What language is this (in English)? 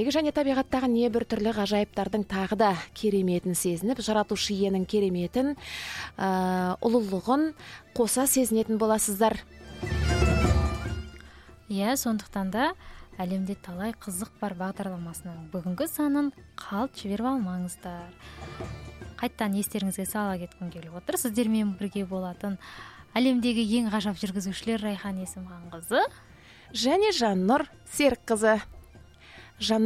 Kazakh